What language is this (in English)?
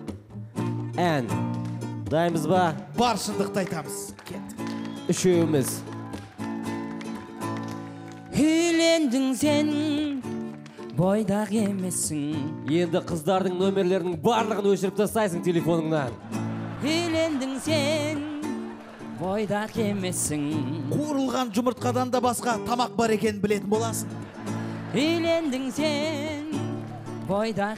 Kazakh